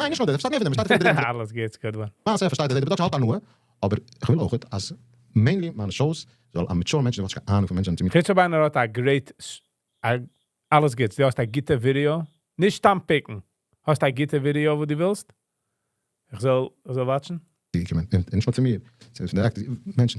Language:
Yiddish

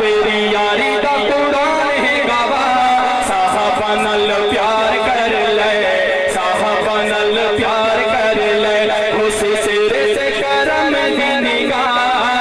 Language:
Saraiki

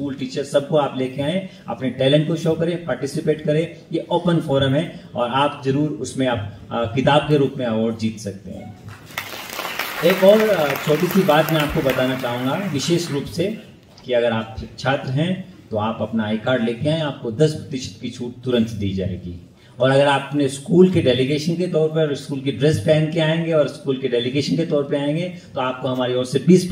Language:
Hindi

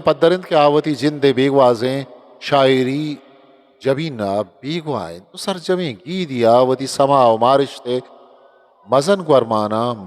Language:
Eastern Balochi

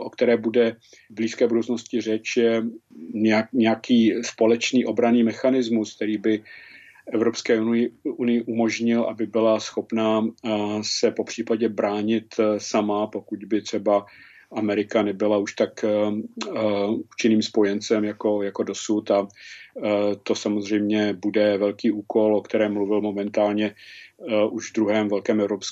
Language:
Czech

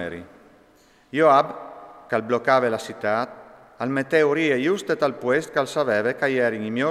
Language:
Friulian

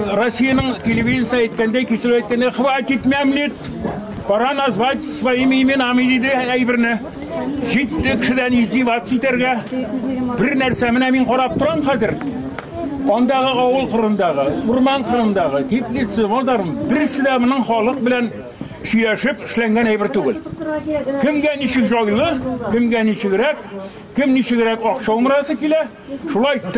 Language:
Tatar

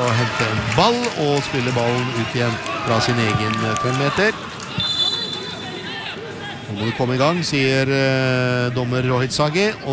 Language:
Norwegian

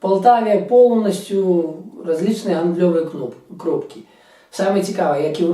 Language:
Belarusian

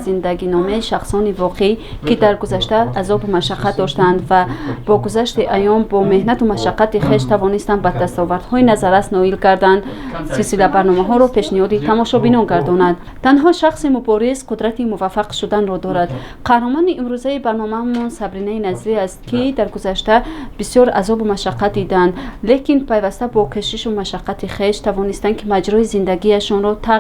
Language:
Tajik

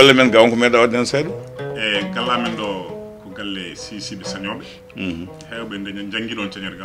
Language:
Fula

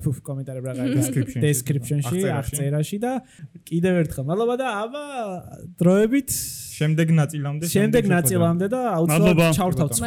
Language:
Georgian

